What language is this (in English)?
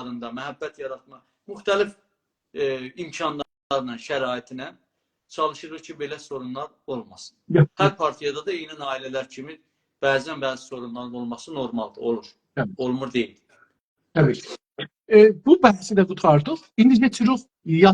South Azerbaijani